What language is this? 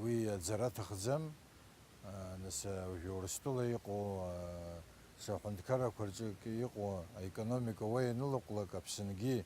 Abkhazian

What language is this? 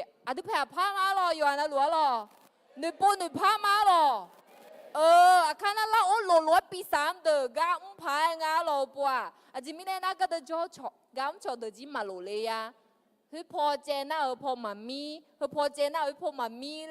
Akha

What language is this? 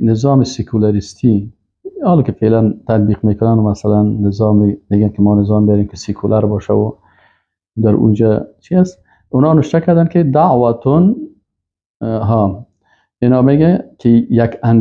Persian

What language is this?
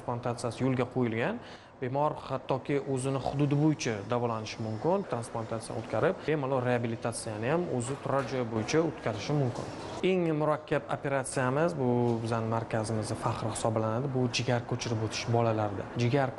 Uzbek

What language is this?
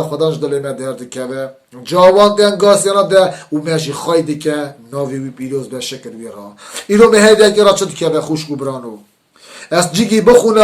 Kurdish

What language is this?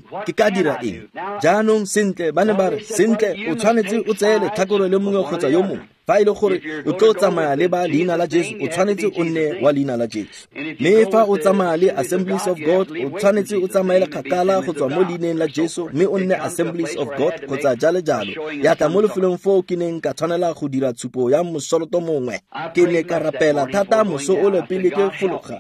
Tswana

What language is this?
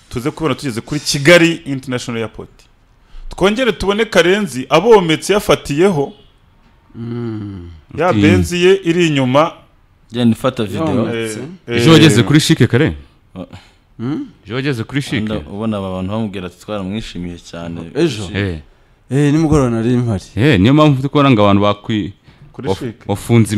Kinyarwanda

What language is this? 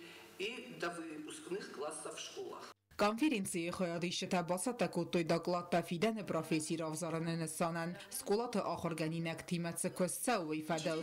Ossetic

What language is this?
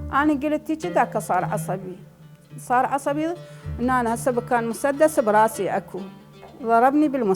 Mesopotamian Arabic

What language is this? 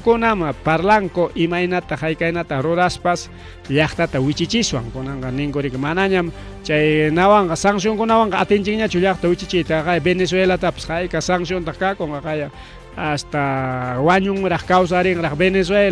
Ayacucho Quechua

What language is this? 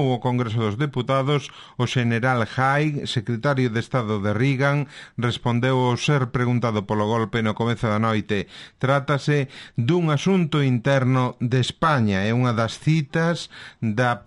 Galician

